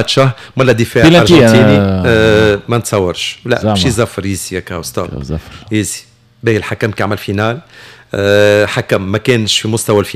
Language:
Tunisian Arabic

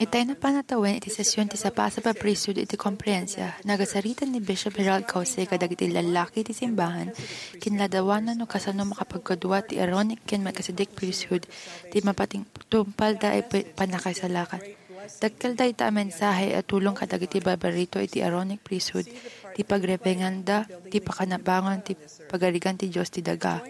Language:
Iloko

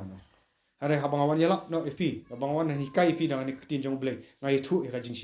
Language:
Khasi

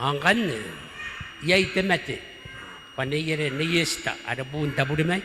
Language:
Gilbertese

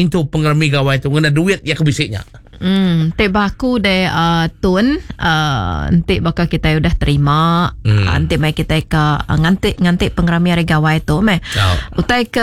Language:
Iban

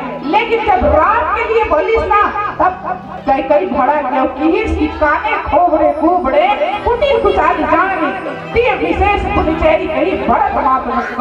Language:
Chhattisgarhi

